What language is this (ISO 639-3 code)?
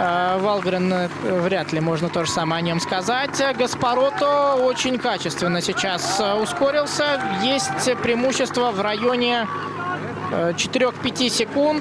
rus